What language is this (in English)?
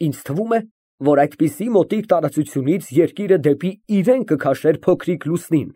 Armenian